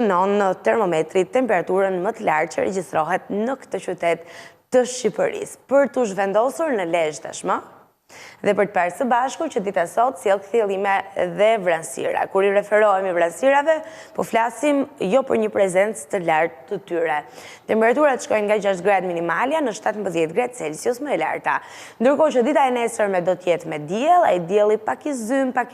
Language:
Albanian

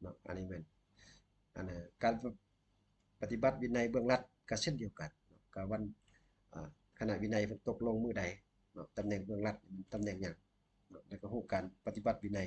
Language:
Lao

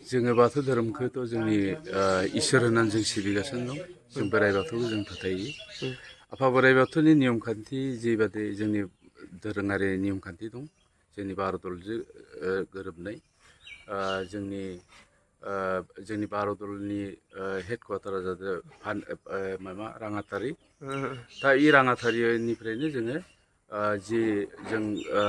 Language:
Bodo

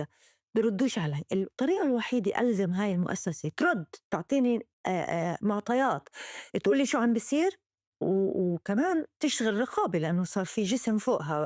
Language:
North Levantine Arabic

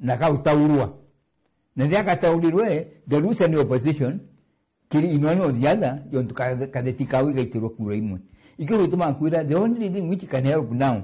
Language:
Meru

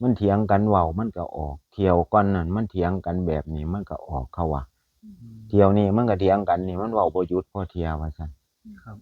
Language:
Northeastern Thai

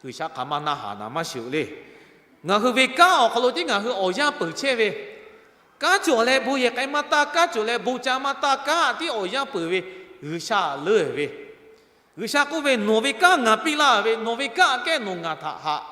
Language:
Lahu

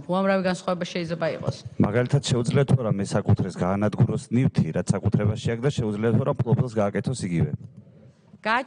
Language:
Georgian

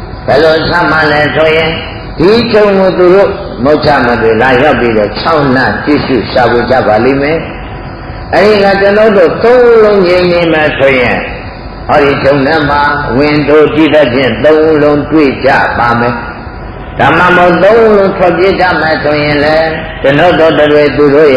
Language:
Burmese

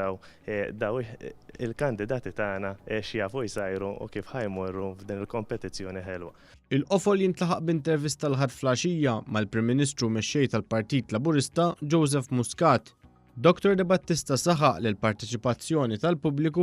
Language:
Maltese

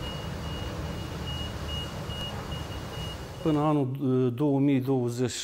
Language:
Romanian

